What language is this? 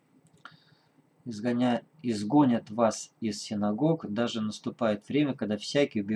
Russian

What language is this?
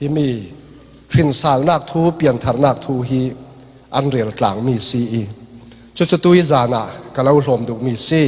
Falam Chin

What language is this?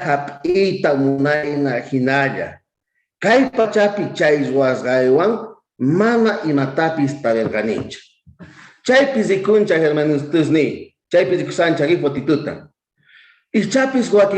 South Bolivian Quechua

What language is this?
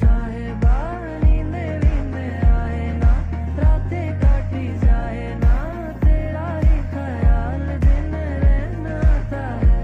Poumei Naga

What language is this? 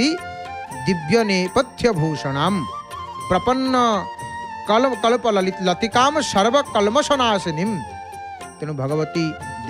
Odia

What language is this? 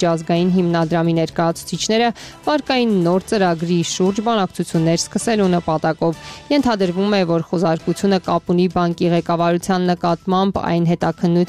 Armenian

